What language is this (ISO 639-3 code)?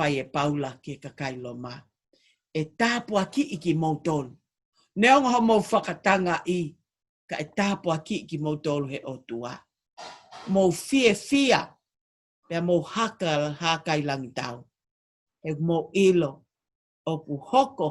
ton